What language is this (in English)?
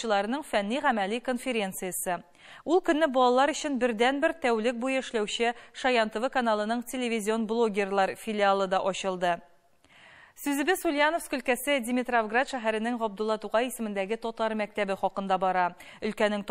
Tatar